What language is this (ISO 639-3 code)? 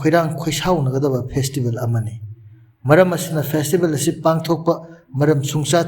mni